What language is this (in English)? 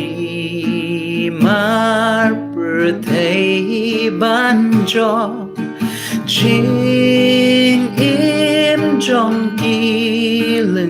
Khasi